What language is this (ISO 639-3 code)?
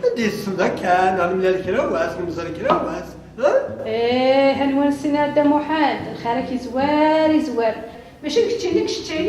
kab